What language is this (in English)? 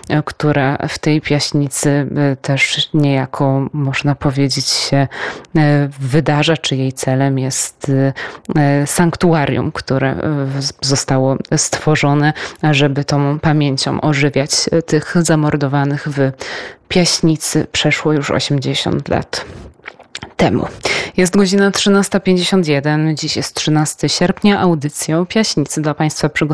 Polish